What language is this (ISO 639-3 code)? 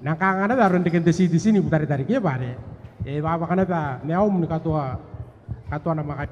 gil